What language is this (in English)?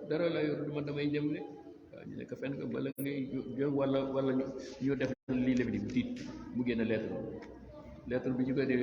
Wolof